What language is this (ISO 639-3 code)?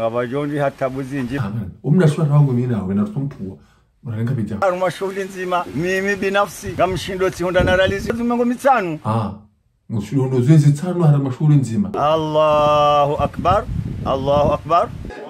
zdj